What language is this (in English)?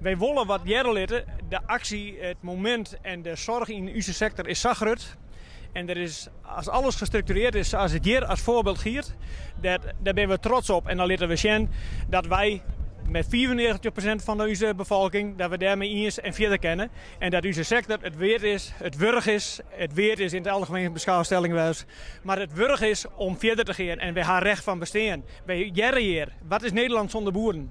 Western Frisian